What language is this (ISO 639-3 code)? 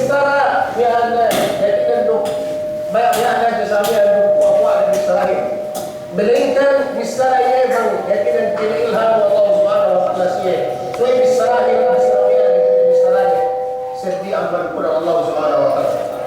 yka